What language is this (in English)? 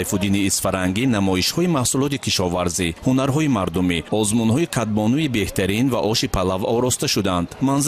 Tajik